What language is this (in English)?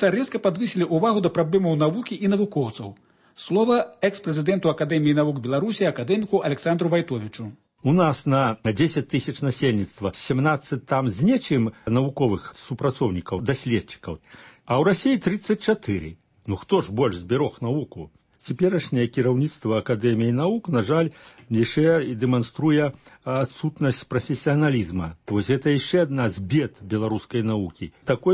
Belarusian